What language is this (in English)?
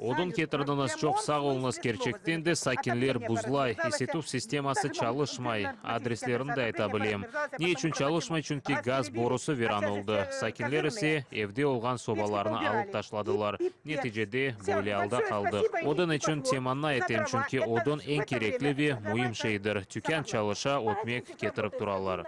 Crimean Tatar